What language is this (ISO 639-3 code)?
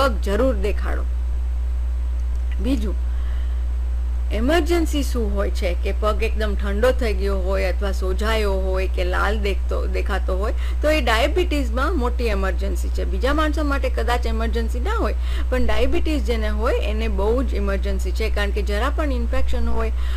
guj